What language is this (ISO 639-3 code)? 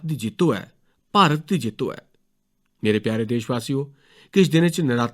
doi